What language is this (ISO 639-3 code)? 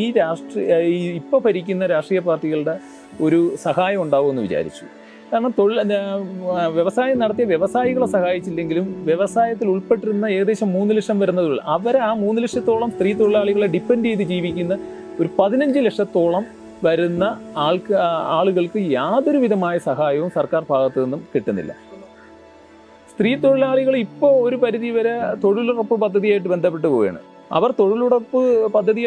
mal